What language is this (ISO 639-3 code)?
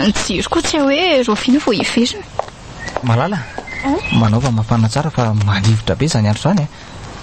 mlg